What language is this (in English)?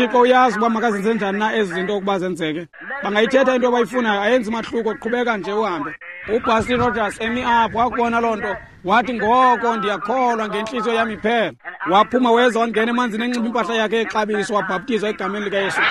Xhosa